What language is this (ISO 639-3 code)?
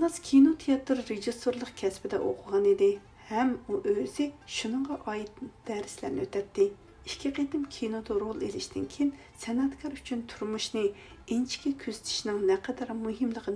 uig